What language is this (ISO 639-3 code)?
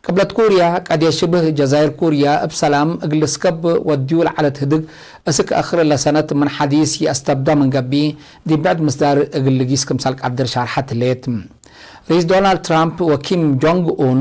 tig